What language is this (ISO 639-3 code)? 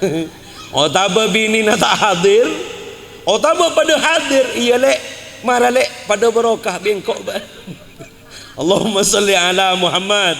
mad